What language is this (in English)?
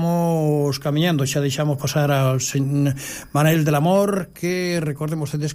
Galician